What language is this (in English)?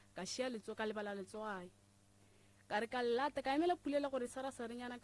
Northern Sotho